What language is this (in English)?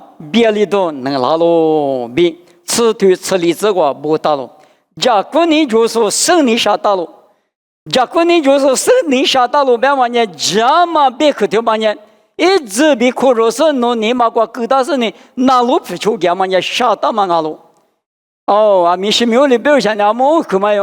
Lisu